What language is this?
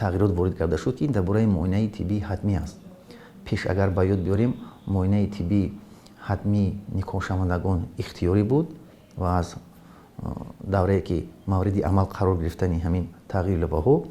Tajik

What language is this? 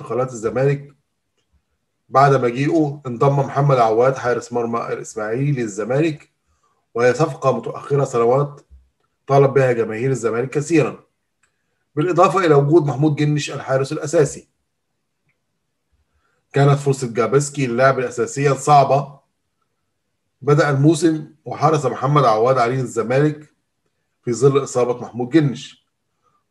Arabic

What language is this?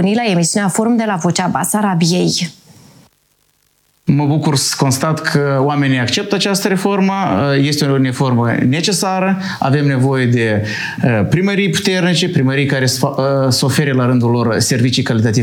Romanian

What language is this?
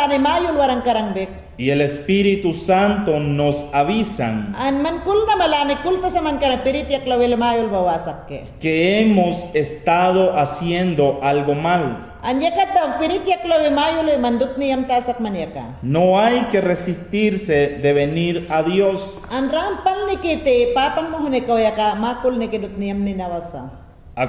Mayangna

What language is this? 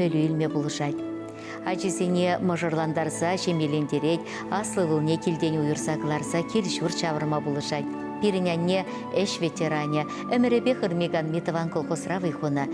Chuvash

